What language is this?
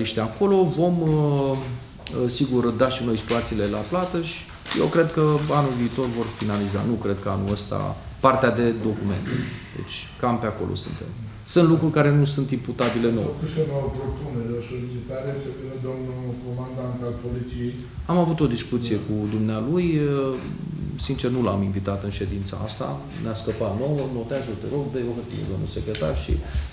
Romanian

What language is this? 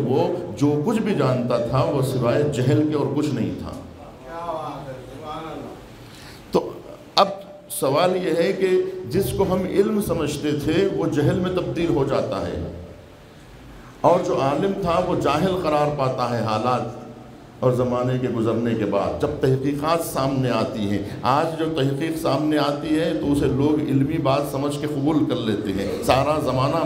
Urdu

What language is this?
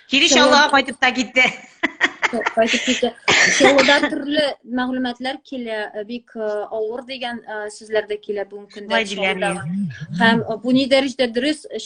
Tatar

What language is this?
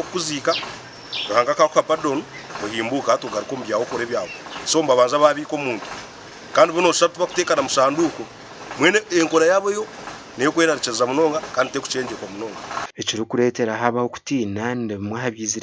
Nyankole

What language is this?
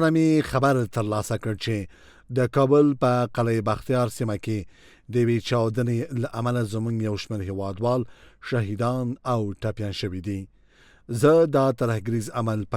Pashto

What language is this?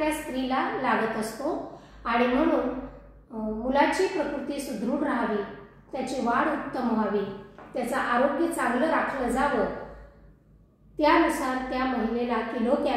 Marathi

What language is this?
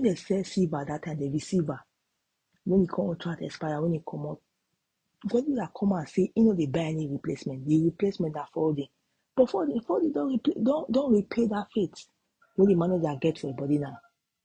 Nigerian Pidgin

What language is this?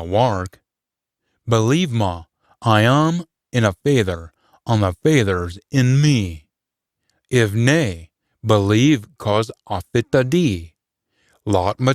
Scots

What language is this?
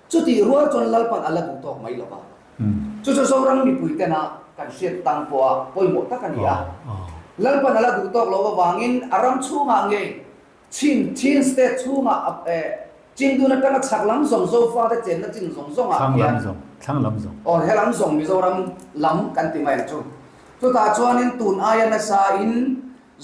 Mizo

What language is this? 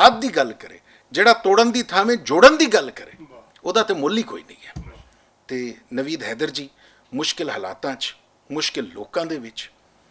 Western Panjabi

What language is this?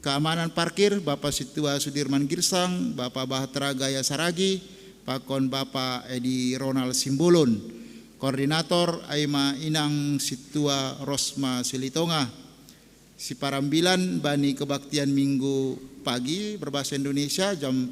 Batak Simalungun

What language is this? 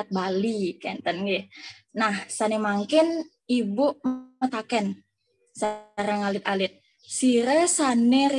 Balinese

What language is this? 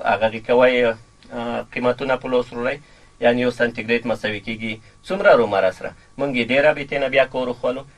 Pashto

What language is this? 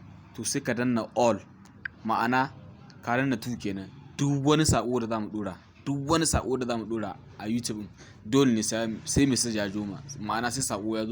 Hausa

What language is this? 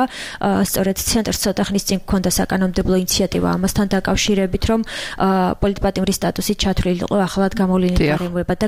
Georgian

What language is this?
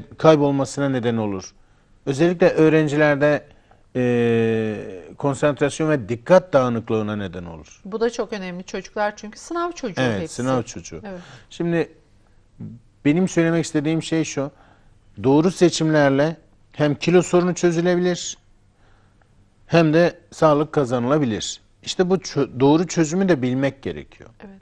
Turkish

